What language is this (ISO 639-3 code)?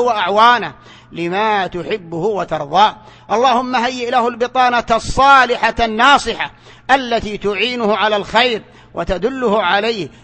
ara